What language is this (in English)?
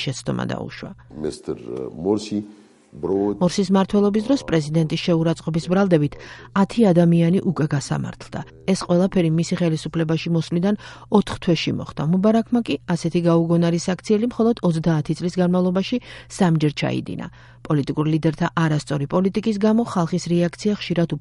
Georgian